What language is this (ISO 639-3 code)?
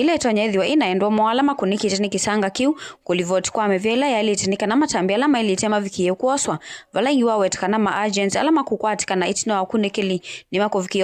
kam